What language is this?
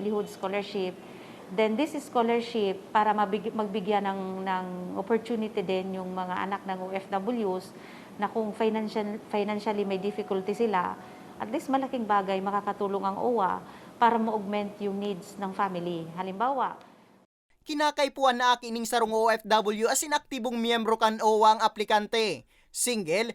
Bikol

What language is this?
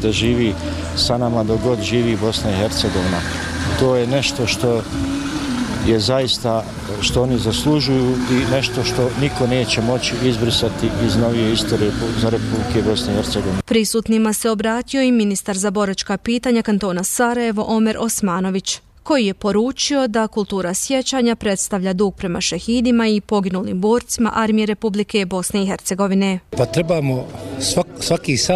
Bosnian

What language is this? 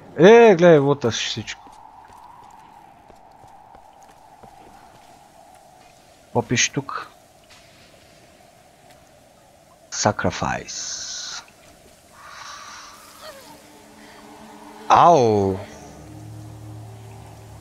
Bulgarian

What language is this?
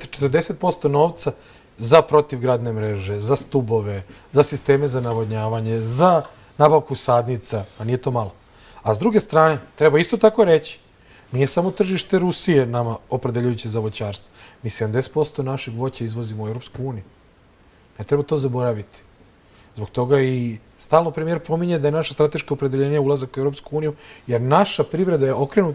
Serbian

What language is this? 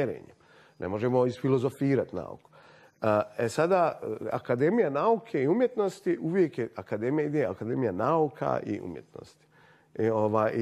Bosnian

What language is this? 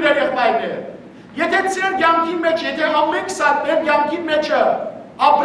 Western Armenian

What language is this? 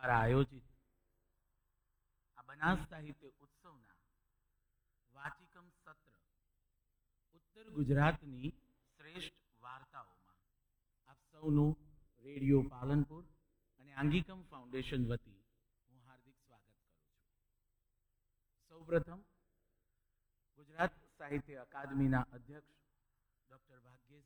Gujarati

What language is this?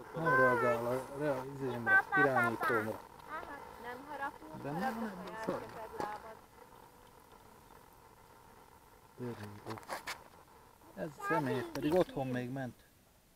Hungarian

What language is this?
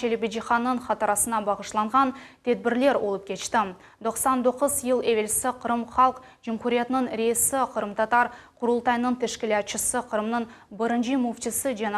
Crimean Tatar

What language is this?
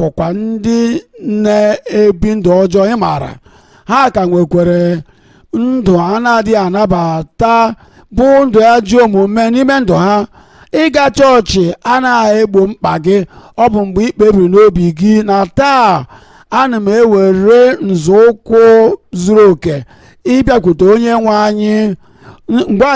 Igbo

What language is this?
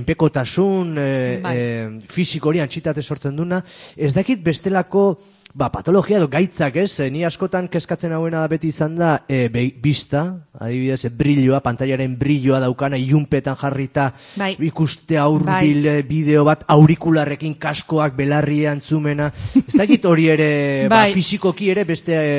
Basque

